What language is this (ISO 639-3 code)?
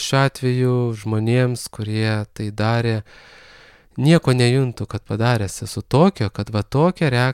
lit